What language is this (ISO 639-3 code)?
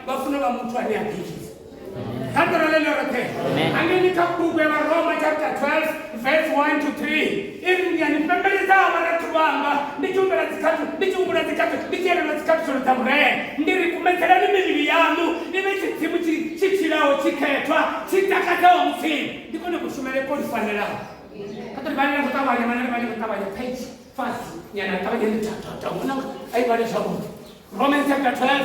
ven